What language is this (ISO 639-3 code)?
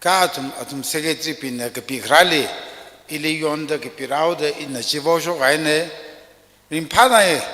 nmf